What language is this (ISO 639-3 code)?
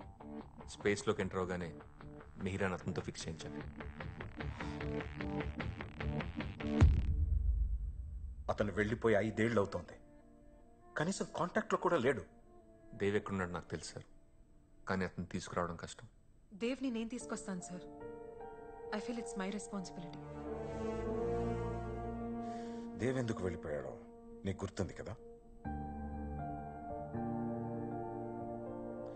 tel